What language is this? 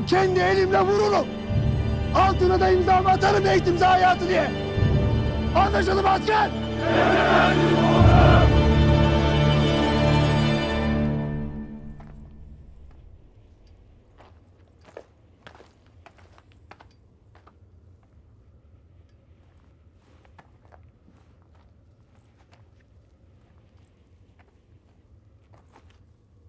Turkish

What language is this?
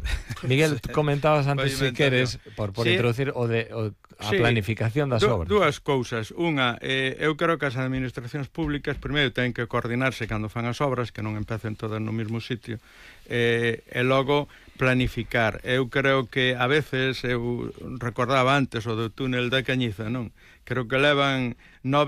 Galician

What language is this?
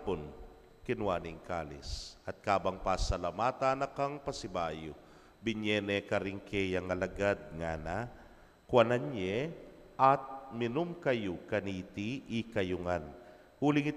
Pampanga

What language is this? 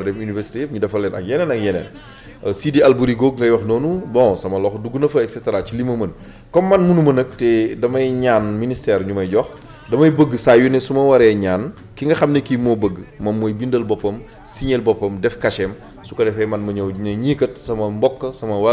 Wolof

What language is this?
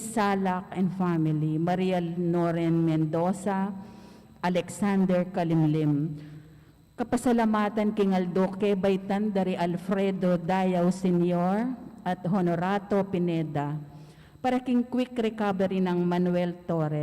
Pampanga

